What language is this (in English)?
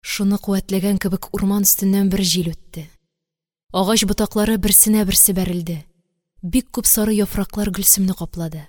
Tatar